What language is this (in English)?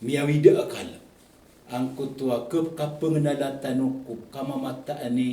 Maranao